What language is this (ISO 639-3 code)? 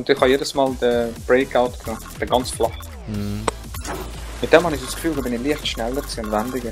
gsw